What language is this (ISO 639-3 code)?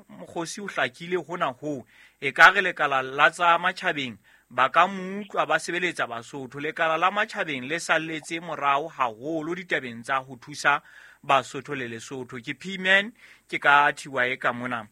sot